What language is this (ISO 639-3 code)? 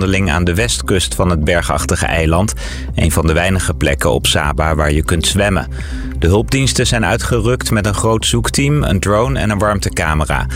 nld